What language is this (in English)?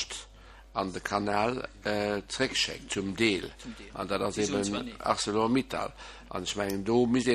Luxembourgish